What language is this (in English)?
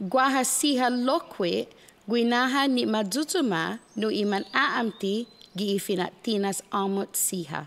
Chamorro